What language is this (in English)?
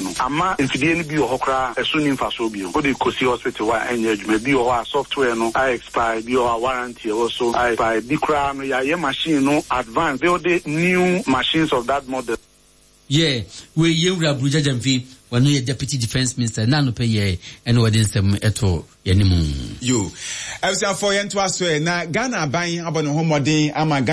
Akan